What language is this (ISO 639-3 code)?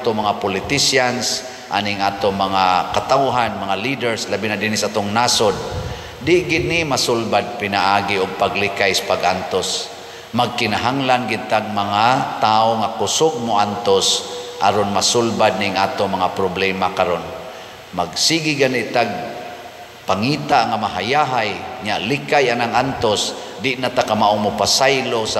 ceb